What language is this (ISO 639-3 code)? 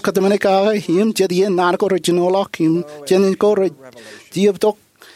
mah